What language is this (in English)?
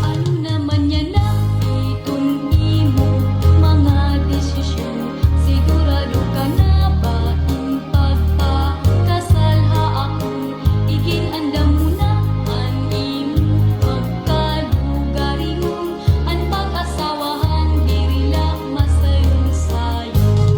Waray